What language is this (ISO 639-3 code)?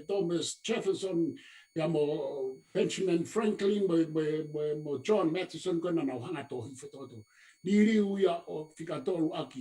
ton